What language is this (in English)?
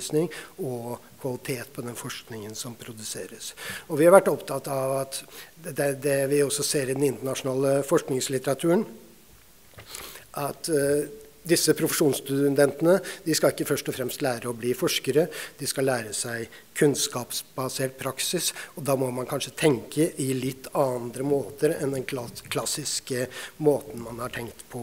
Norwegian